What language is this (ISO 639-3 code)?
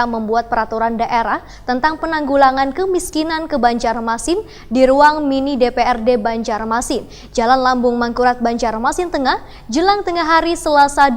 bjn